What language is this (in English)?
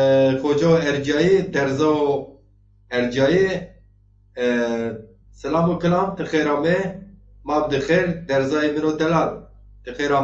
Zaza